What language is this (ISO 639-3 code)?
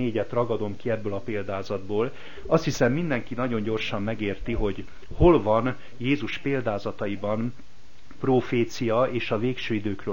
hun